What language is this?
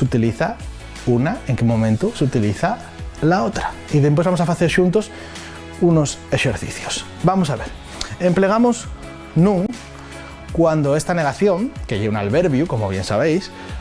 Asturian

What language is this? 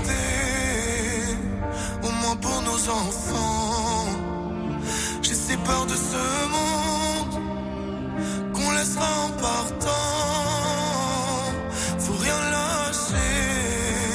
French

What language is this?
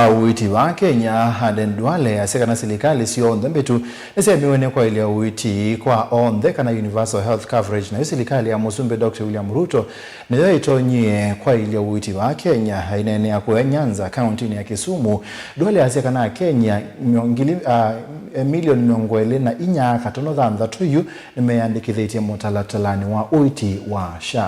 Kamba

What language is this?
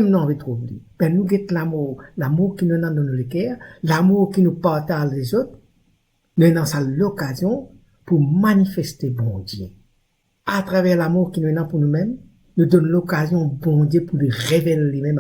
Morisyen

